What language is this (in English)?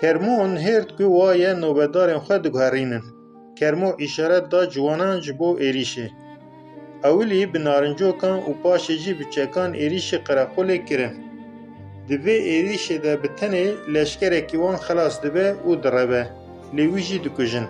Kurdish